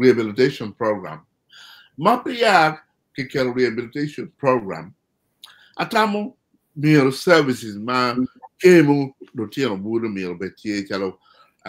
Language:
Acoli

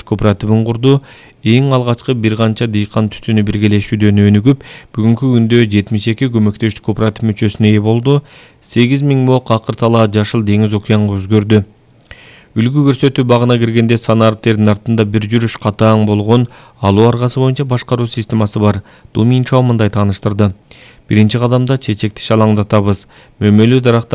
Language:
Kyrgyz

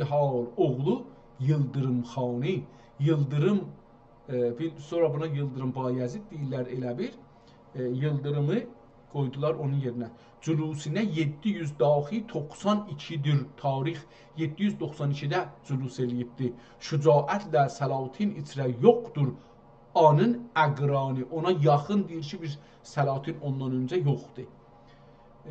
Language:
South Azerbaijani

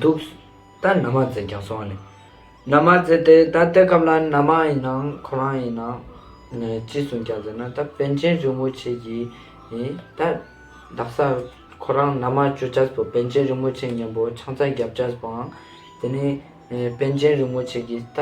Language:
Ladakhi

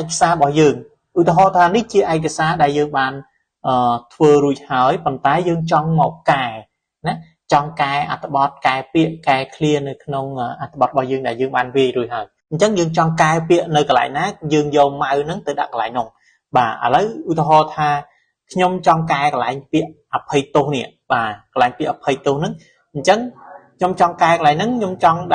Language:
Khmer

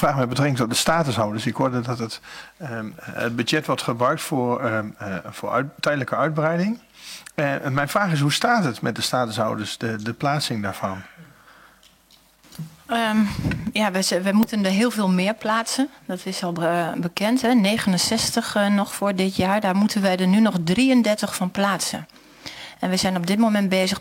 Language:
Dutch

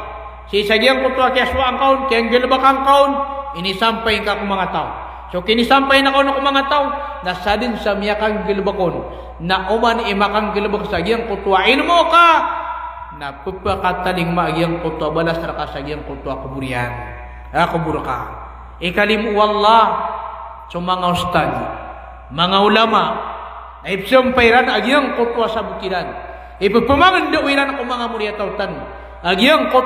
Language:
Maranao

